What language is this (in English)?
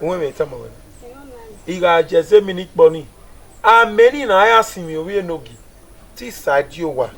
Bini